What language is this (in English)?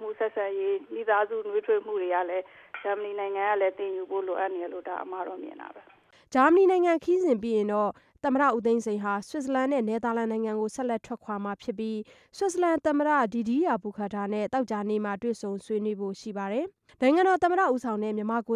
Burmese